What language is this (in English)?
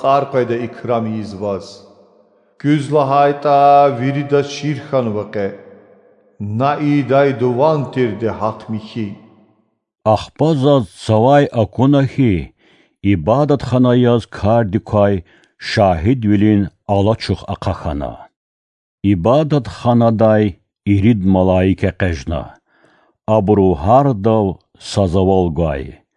Lezghian